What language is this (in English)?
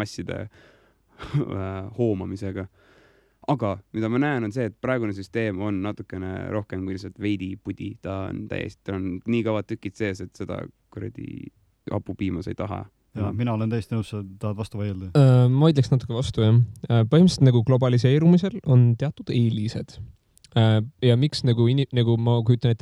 Estonian